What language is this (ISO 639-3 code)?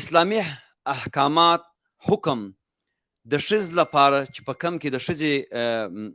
pus